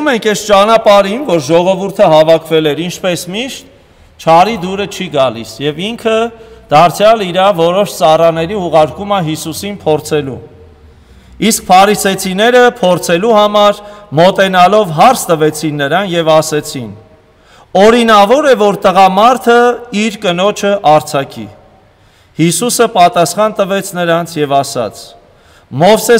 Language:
Armenian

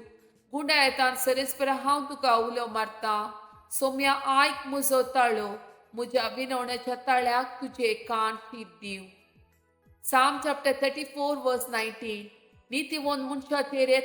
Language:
Konkani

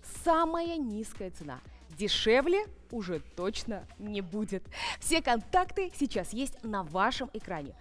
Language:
Russian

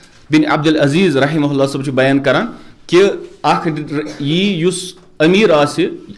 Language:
Kashmiri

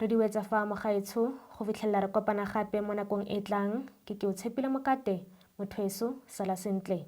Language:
Tswana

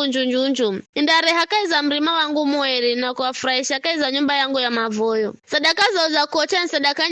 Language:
Giryama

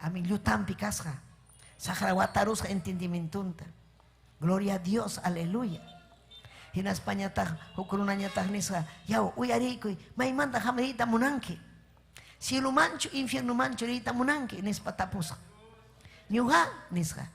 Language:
Ayacucho Quechua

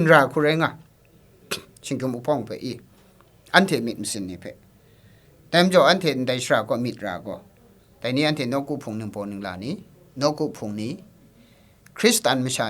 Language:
Kachin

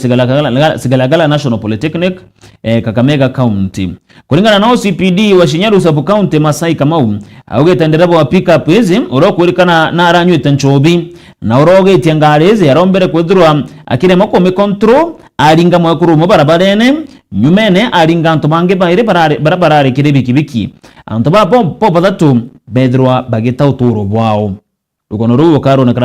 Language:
Meru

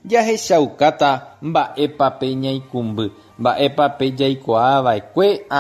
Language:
Guarani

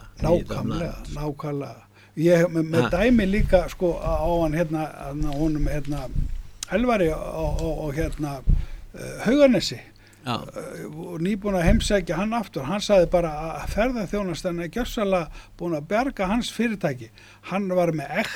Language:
Icelandic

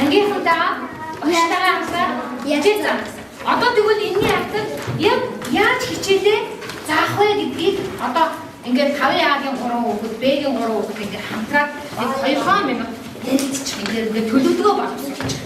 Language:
Mongolian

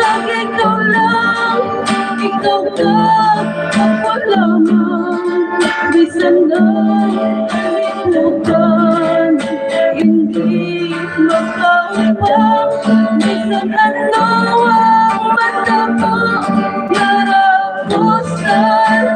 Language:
Hiligaynon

